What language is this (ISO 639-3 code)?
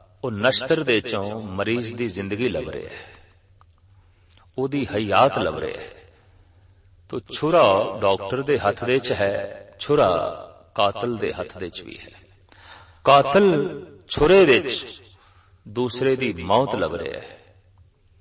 pan